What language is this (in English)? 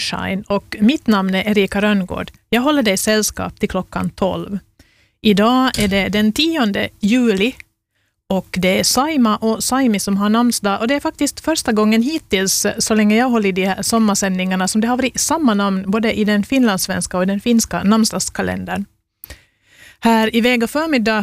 Swedish